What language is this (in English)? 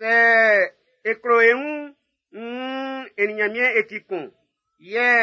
Baoulé